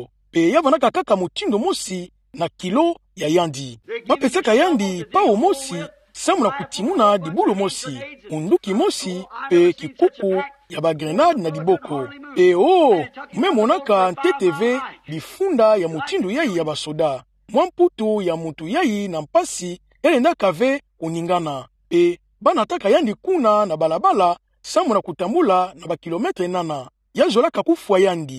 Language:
Kituba (Democratic Republic of Congo)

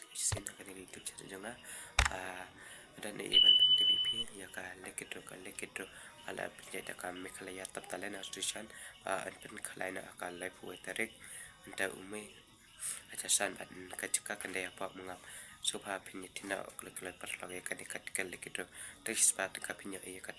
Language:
Khasi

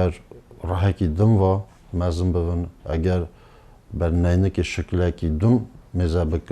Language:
Kurdish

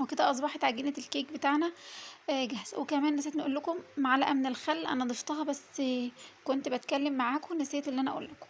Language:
Egyptian Arabic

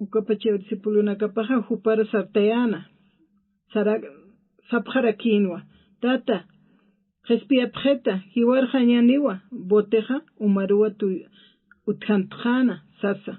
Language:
Aymara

